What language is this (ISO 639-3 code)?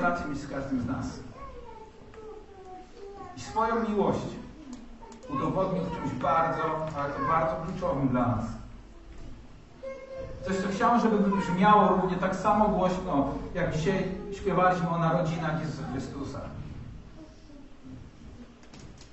pol